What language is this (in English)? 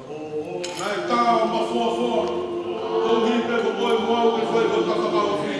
Tongan